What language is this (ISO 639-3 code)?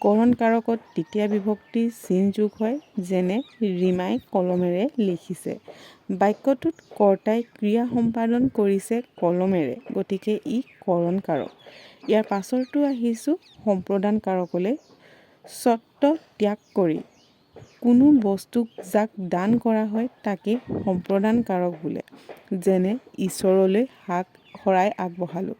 asm